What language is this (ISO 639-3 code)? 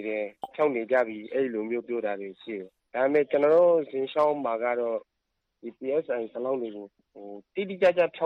mya